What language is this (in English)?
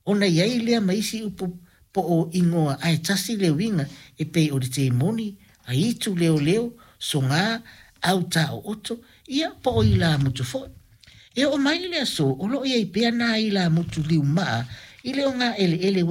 Samoan